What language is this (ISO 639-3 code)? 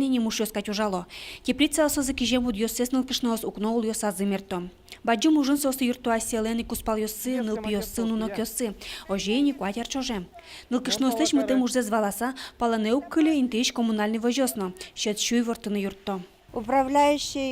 udm